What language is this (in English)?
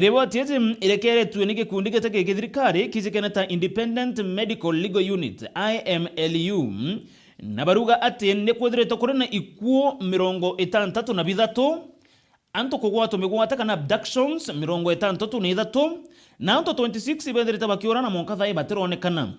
Meru